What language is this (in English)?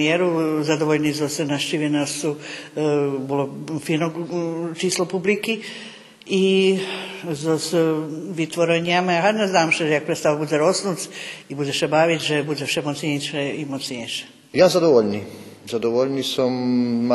Rusyn